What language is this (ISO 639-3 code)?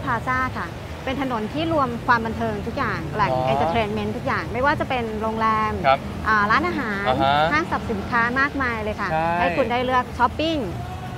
tha